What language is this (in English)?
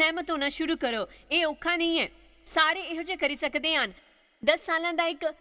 Dogri